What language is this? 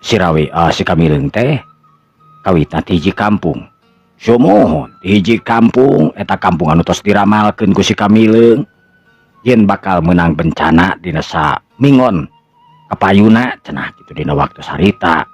Sundanese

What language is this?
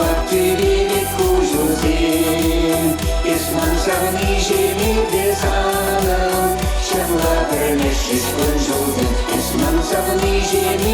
Chuvash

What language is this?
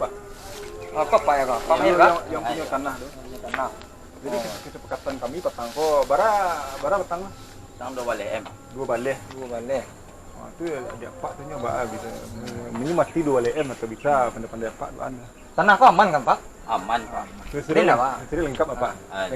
Minangkabau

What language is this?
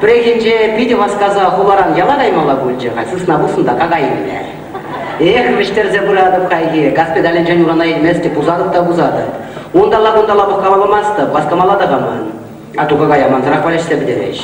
Chuvash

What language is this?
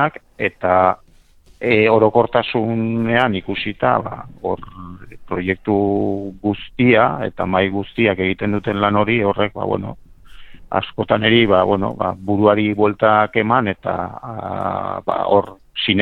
Basque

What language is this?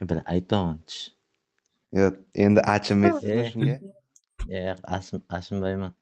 Kara-Kalpak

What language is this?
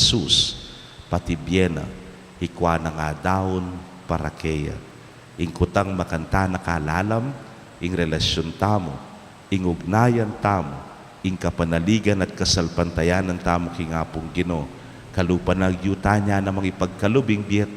Pampanga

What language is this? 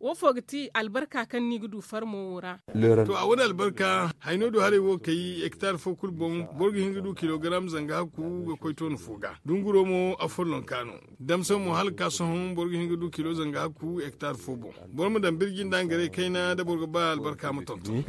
Zarma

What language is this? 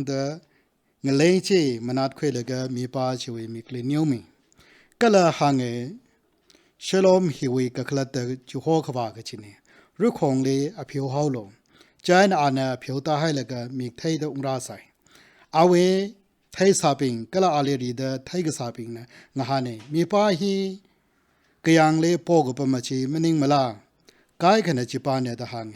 Tangkhul Naga (India)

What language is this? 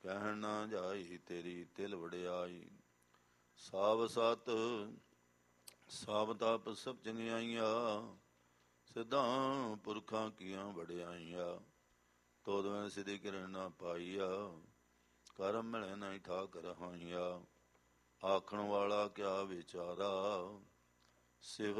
Punjabi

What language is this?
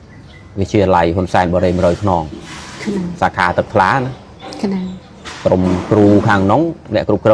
Khmer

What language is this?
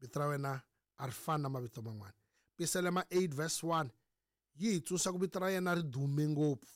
Tsonga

